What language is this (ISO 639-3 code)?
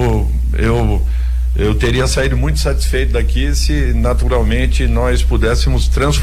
por